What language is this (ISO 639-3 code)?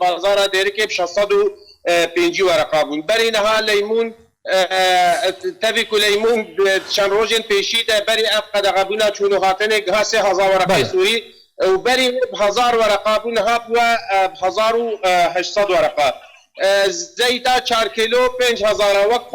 kur